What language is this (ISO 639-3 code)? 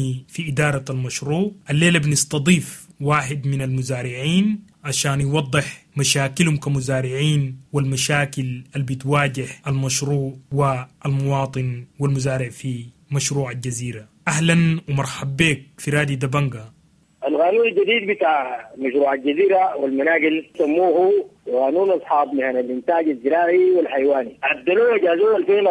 apd